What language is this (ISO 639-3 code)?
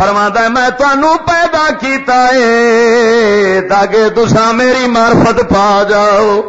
lah